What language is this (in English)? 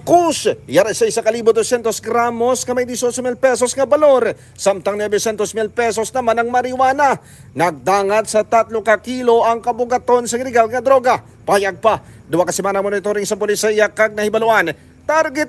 Hiligaynon